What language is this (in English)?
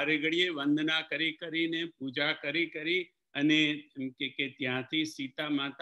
Gujarati